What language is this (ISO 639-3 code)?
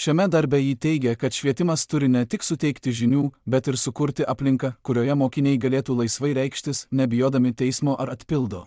lit